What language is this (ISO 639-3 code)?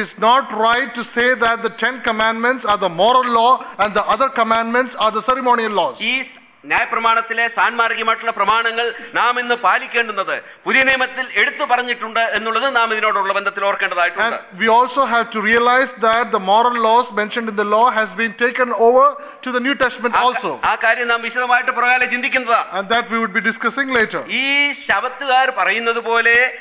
mal